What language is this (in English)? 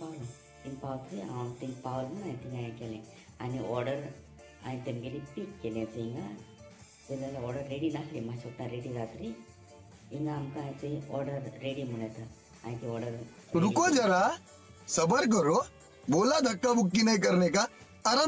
Konkani